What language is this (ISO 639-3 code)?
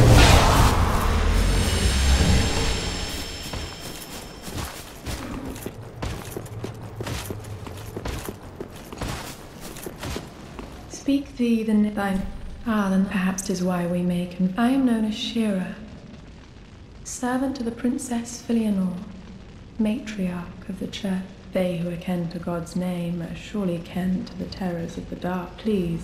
eng